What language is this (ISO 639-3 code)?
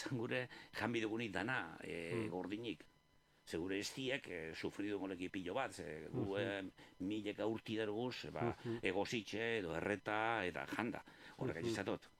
eus